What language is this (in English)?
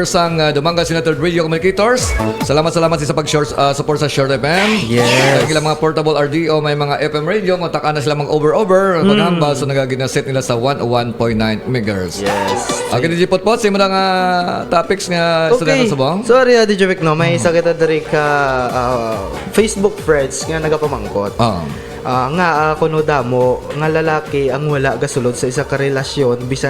Hiligaynon